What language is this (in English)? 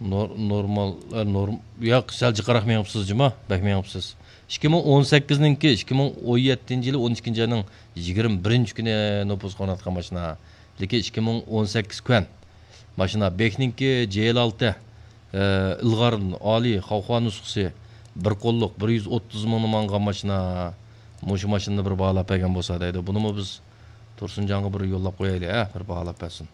Uyghur